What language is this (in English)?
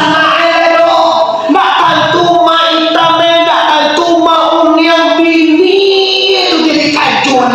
Minangkabau